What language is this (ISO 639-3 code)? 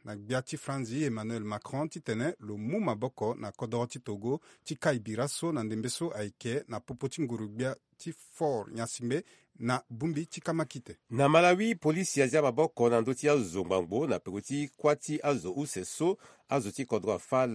sag